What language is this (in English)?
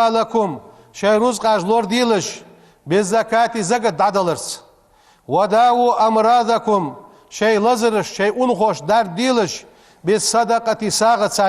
Ingush